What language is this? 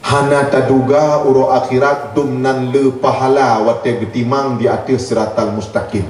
Achinese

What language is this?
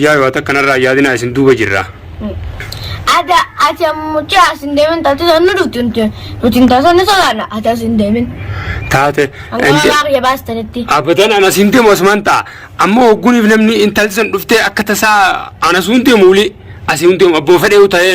Oromo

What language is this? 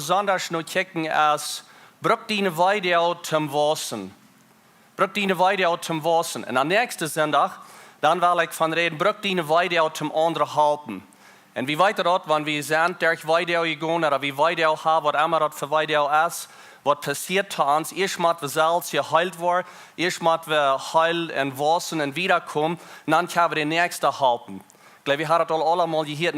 Plautdietsch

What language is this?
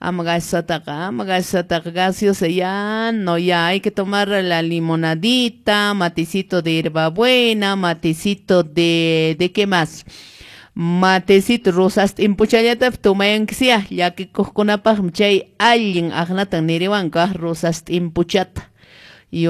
Quechua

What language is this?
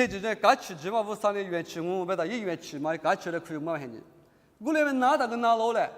Lisu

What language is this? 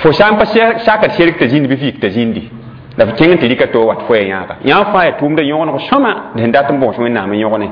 Mossi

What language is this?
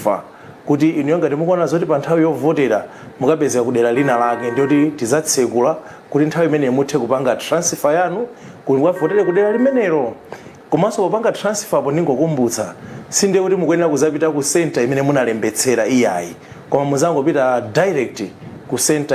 Nyanja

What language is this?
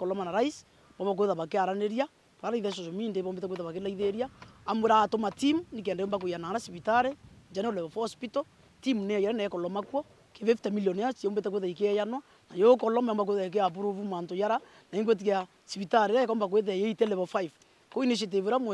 Meru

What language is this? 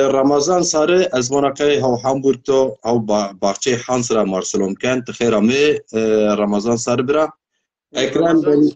Zaza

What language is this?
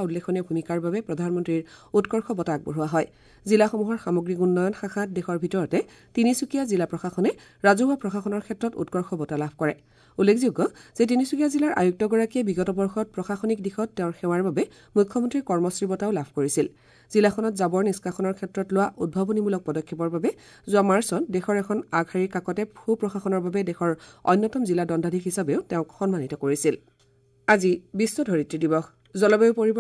Assamese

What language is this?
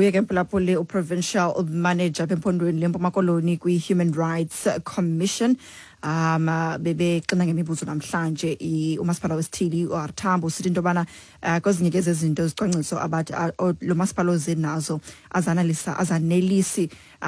Xhosa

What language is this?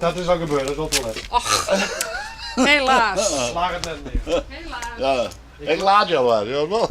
Western Frisian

